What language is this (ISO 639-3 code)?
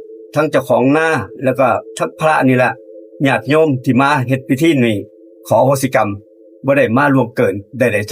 tts